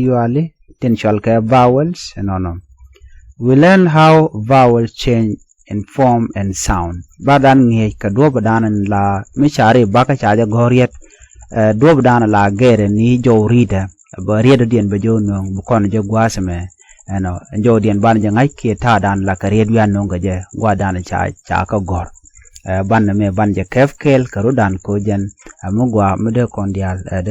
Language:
Nuer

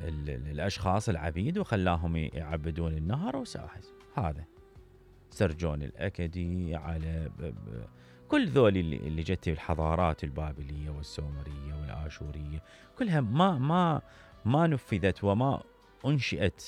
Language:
Mesopotamian Arabic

